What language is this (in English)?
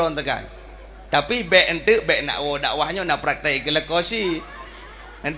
Achinese